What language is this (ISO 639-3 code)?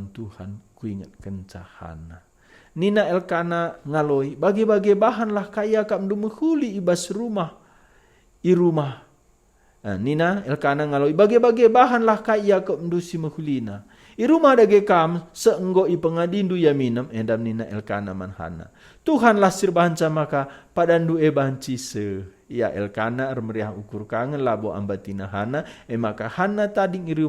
btx